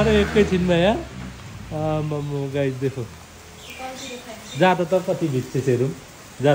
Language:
Nepali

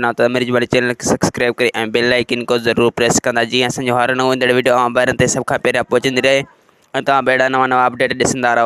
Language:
Sindhi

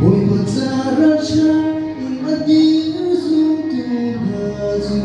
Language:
Hakha Chin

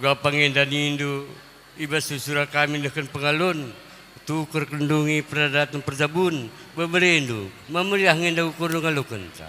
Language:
Batak Karo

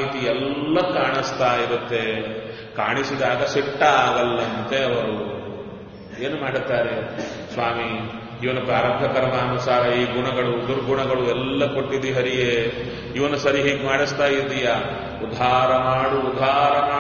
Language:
Kannada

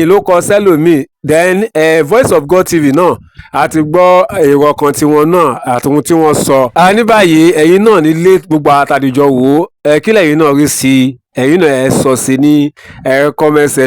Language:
Yoruba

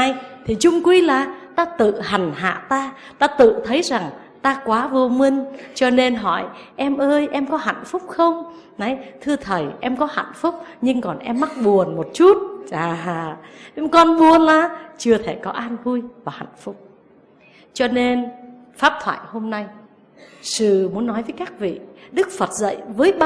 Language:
Vietnamese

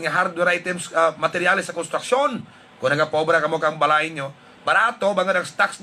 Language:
Hiligaynon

